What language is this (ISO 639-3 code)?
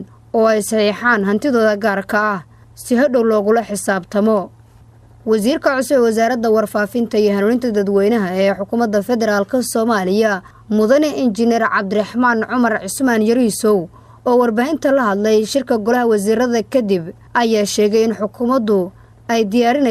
som